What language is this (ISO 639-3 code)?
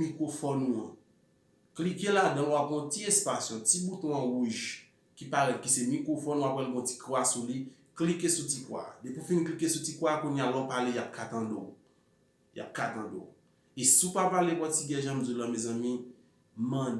hat